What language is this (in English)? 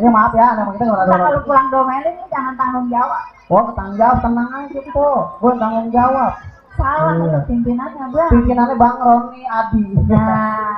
Betawi